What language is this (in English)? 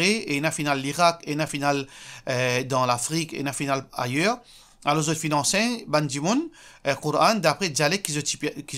Morisyen